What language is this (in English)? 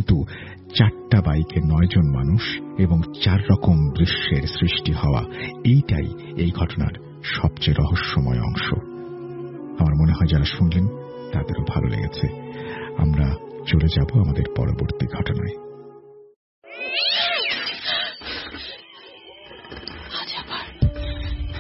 Bangla